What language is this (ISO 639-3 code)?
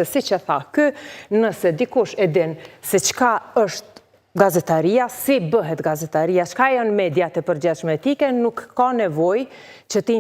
sqi